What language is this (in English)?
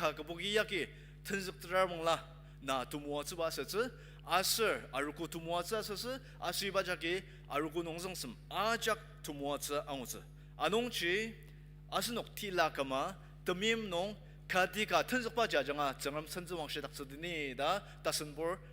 Ao Naga